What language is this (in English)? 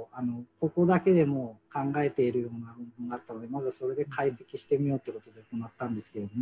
Japanese